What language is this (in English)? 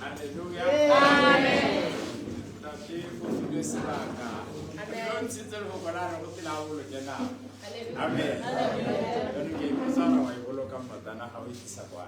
Tswana